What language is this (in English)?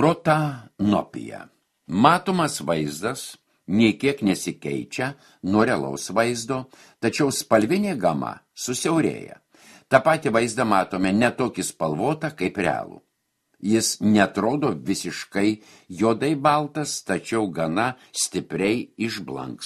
Lithuanian